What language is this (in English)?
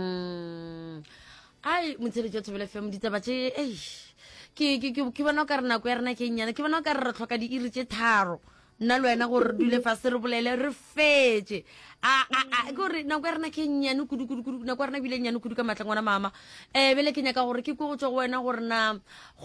Northern Sotho